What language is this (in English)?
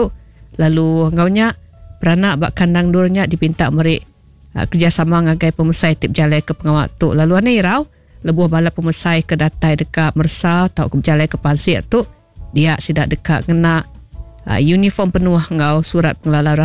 Iban